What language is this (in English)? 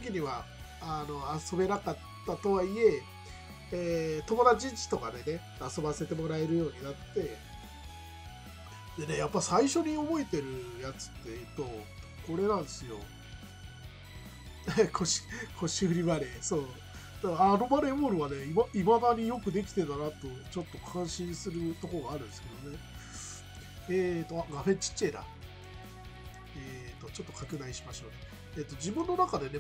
Japanese